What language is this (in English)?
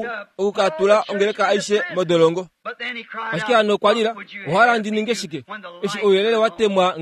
Kuanyama